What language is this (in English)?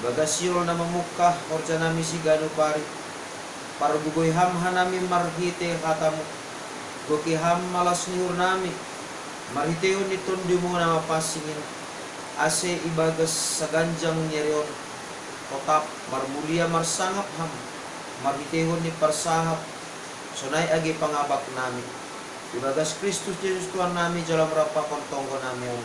Batak Simalungun